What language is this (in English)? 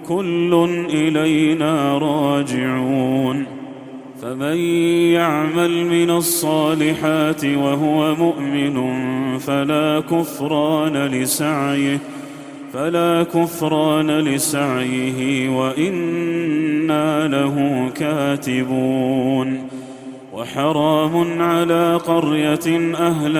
Arabic